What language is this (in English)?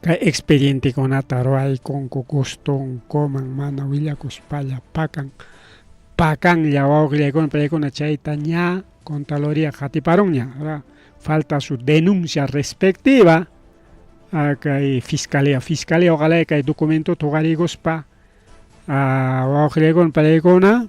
Ayacucho Quechua